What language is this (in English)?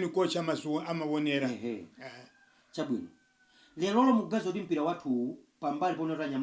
Nyanja